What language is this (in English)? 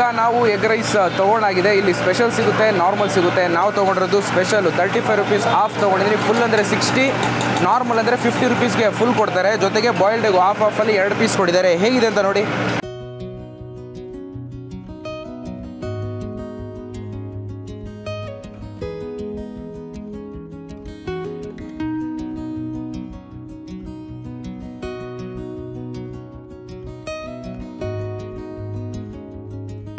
Kannada